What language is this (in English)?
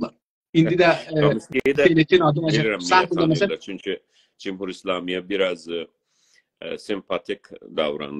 South Azerbaijani